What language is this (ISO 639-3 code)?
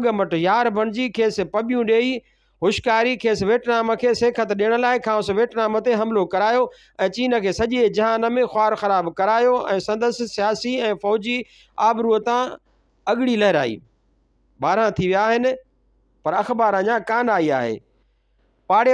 snd